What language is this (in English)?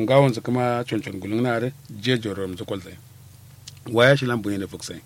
Kanuri